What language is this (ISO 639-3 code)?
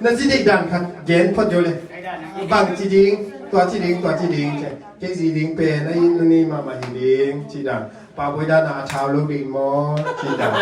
ctd